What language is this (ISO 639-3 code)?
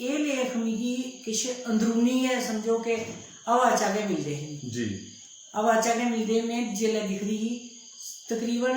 doi